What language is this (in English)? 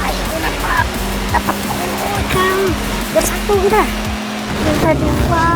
Banjar